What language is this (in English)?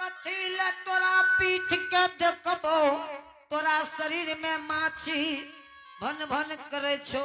Angika